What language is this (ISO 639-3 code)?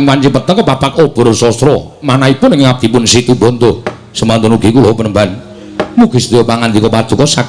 jav